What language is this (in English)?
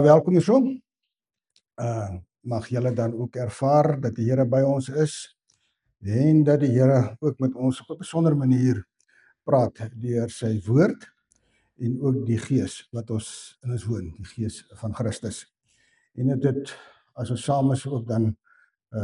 Afrikaans